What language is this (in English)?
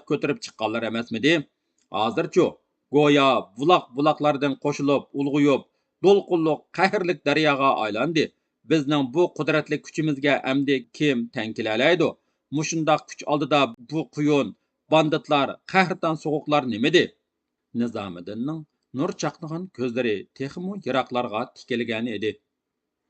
Uyghur